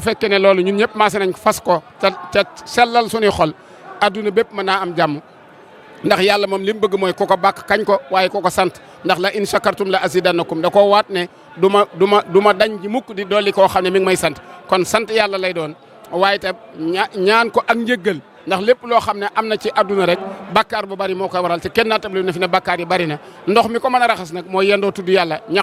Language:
Wolof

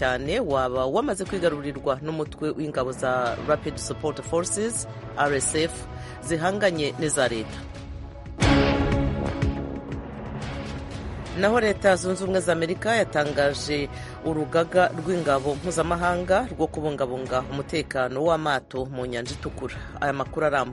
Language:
Kinyarwanda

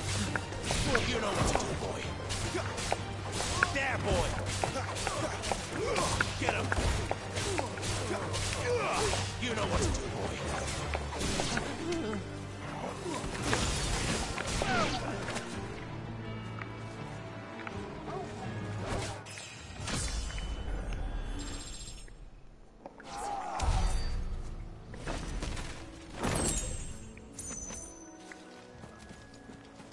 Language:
English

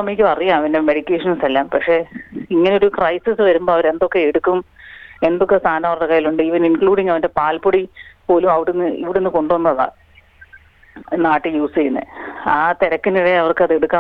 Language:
Malayalam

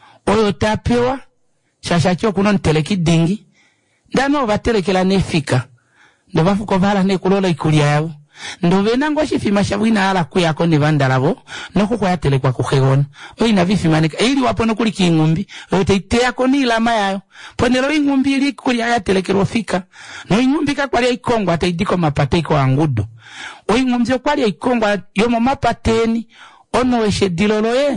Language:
Kuanyama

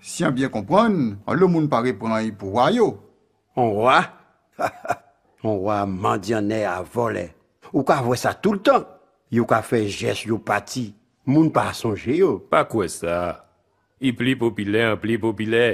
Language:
Guadeloupean Creole French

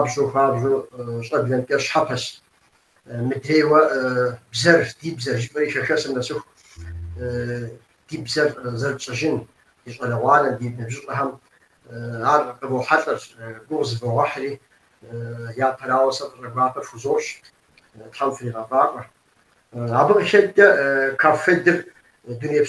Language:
Kabardian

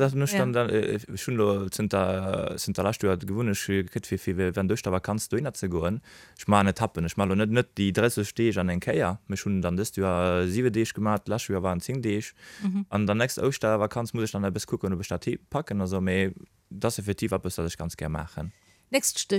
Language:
Luxembourgish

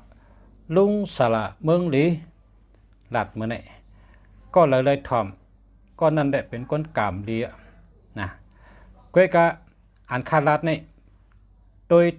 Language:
Shan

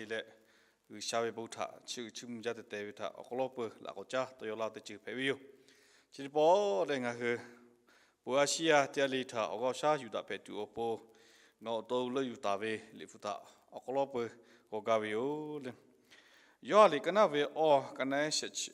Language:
Lahu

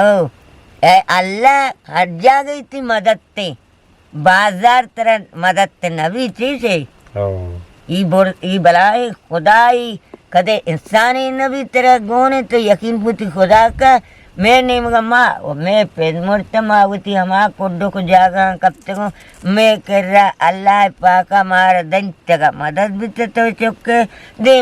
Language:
Eastern Balochi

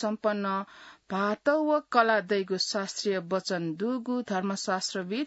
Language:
Newari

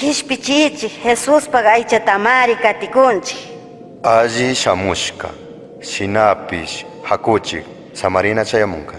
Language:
Chimborazo Highland Quichua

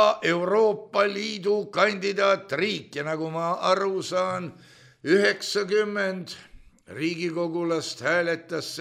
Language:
Estonian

